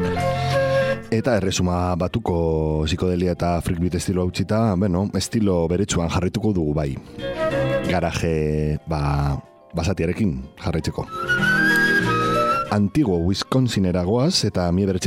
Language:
Basque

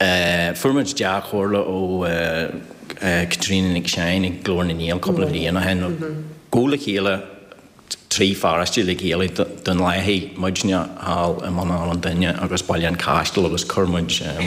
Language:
Irish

